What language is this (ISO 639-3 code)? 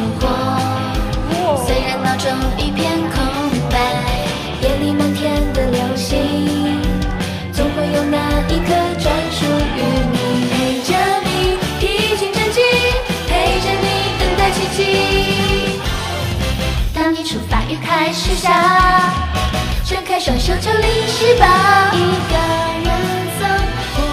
zho